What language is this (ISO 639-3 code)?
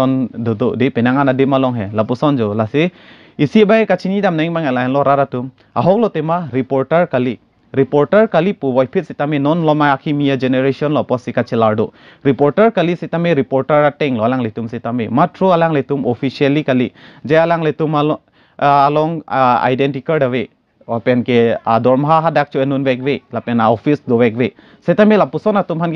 mjw